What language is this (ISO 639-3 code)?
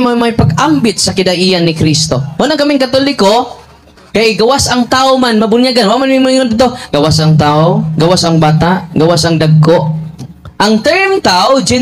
ceb